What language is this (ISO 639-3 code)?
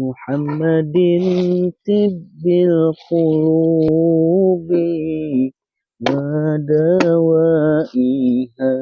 bjn